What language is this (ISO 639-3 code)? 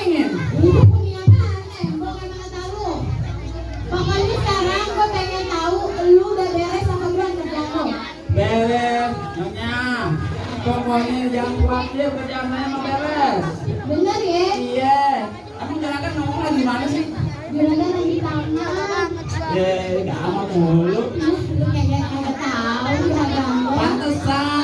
bew